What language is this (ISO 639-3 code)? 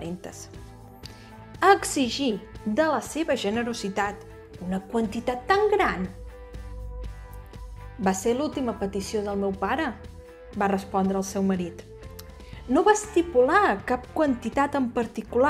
cat